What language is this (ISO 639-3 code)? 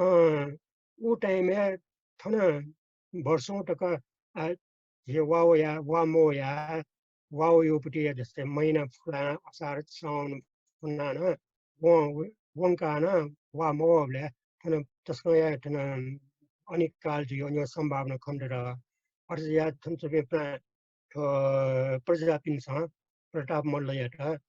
new